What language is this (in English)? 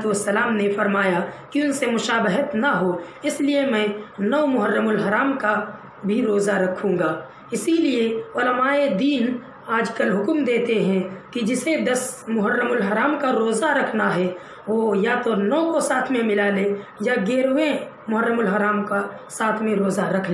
Urdu